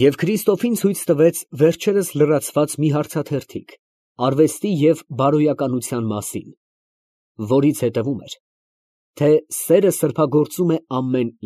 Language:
Armenian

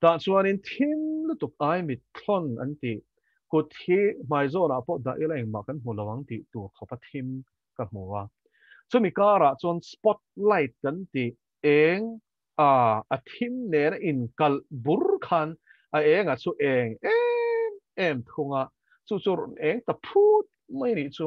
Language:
Mizo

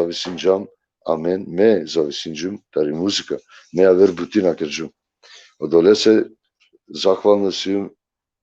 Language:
Balkan Romani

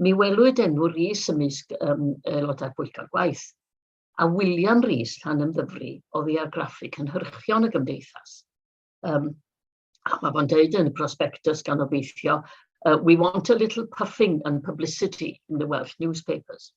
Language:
Welsh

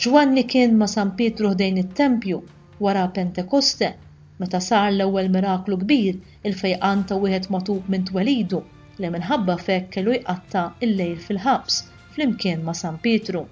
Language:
Maltese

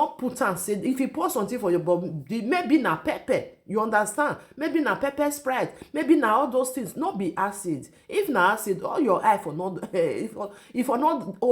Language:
Nigerian Pidgin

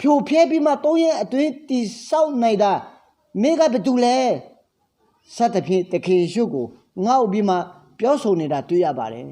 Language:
Akha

